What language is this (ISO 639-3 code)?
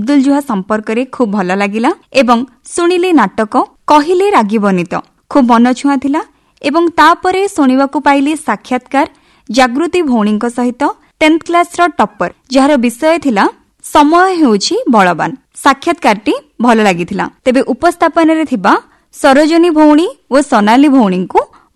ori